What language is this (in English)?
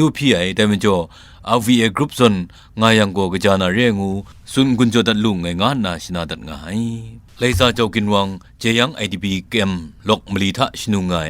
Kachin